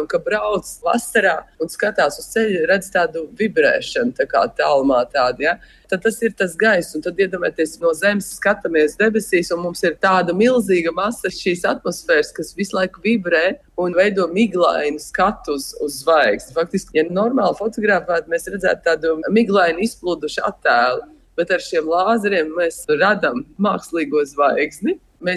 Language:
Latvian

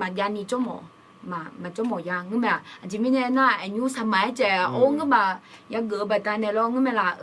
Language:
Akha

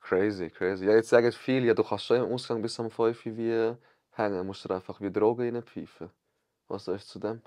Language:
Swiss German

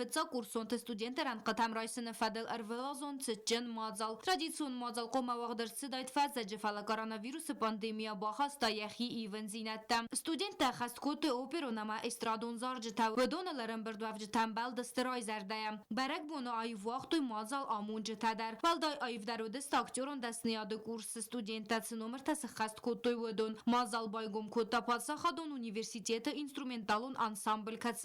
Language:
Ossetic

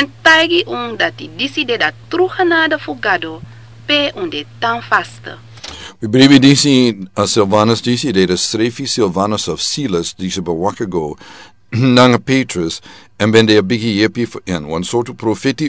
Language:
Sranan Tongo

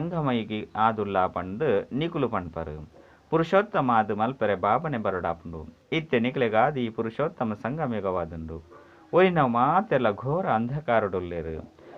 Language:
Tulu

